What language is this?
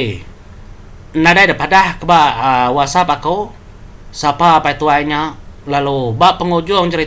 Iban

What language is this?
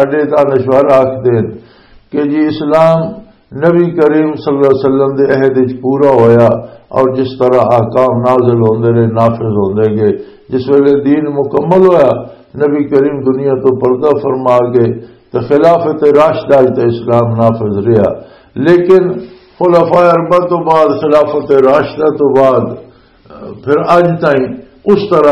Western Panjabi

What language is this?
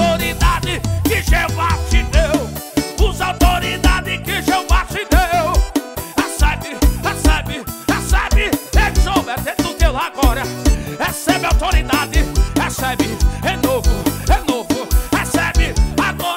Portuguese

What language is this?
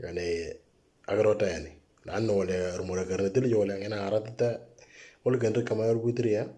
Moro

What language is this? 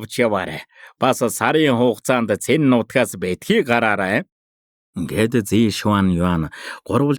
Mongolian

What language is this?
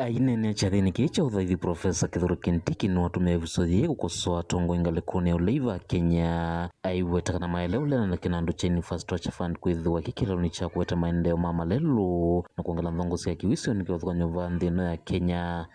Kamba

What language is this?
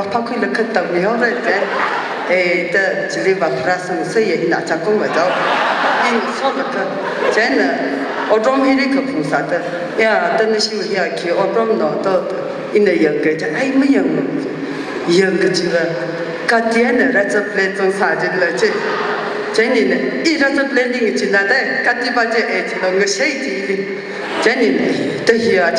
Tangkhul Naga (India)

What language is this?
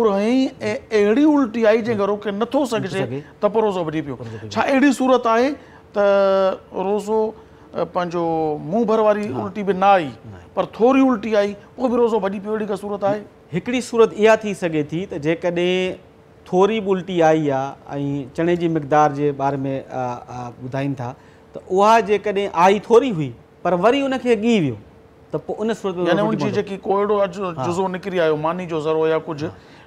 Sindhi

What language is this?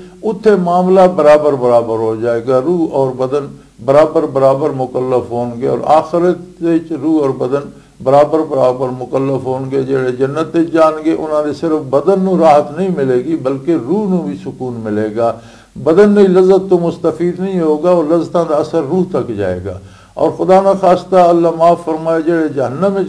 Western Panjabi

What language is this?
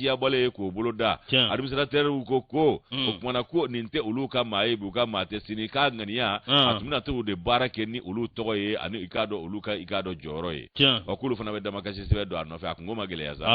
Bambara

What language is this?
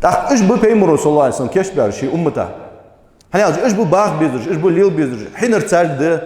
Ingush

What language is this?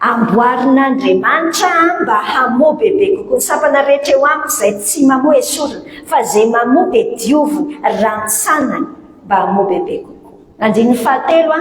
Malagasy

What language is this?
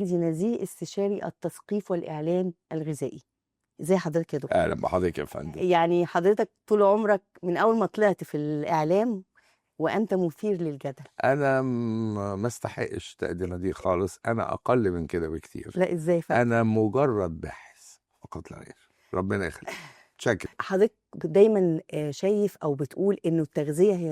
Egyptian Arabic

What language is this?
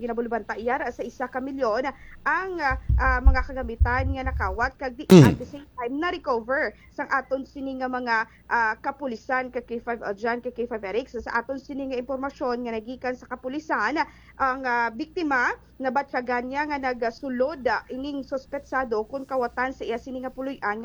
Hiligaynon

